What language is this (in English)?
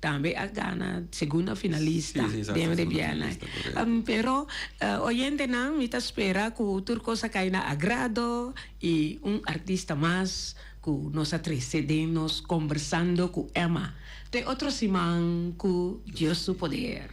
Papiamento